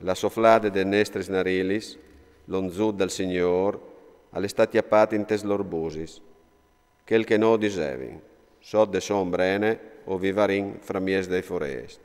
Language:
Friulian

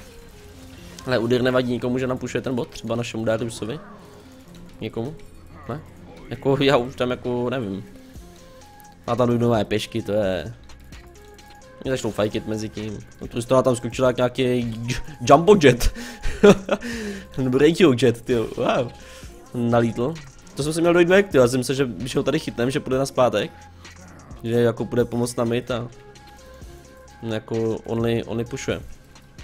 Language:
Czech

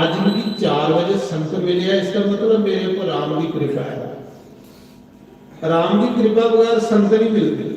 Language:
Dogri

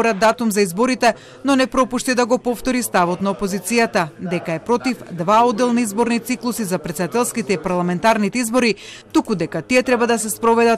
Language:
Macedonian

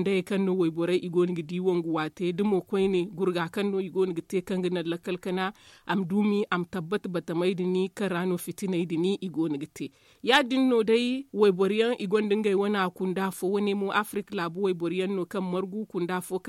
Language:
Zarma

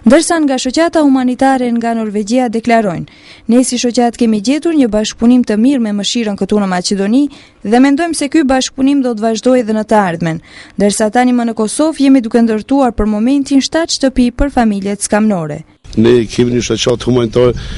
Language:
Albanian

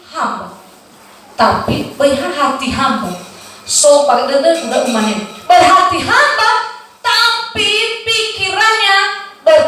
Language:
Nias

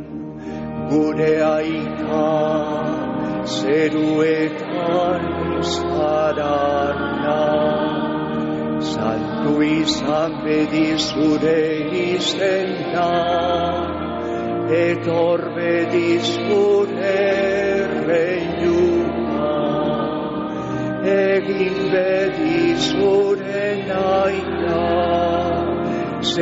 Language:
Basque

